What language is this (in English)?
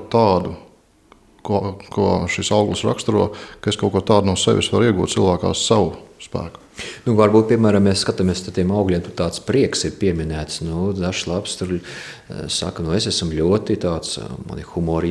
Latvian